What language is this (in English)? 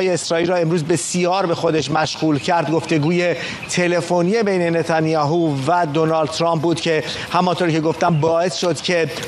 Persian